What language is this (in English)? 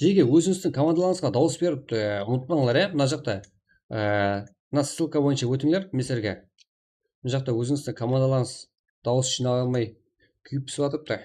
Kara-Kalpak